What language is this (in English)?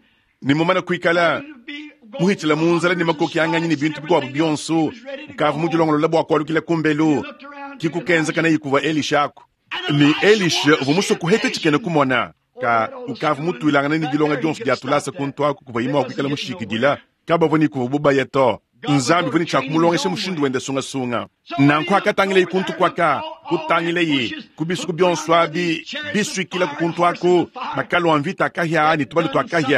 Luba-Lulua